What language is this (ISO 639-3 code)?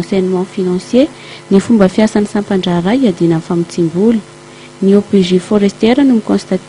mlg